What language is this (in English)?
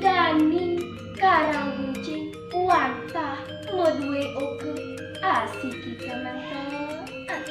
Balinese